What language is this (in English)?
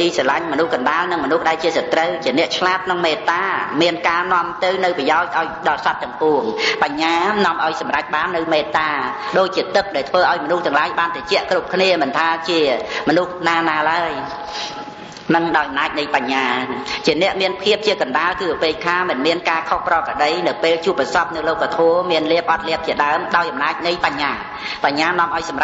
Khmer